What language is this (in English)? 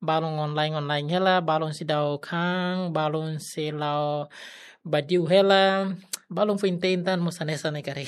Tetum